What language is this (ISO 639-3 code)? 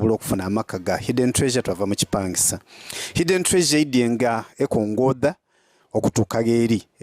xog